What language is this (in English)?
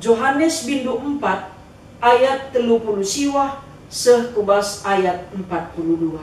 Batak Karo